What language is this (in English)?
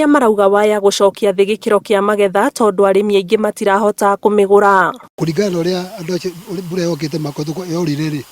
Kikuyu